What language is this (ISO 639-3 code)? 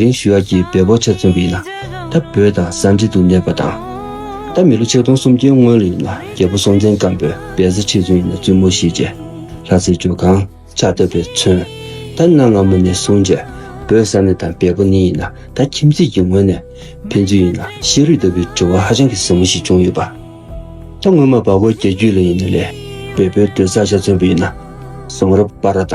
bod